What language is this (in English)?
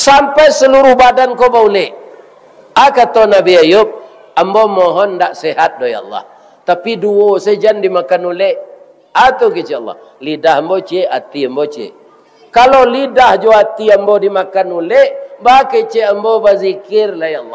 Minangkabau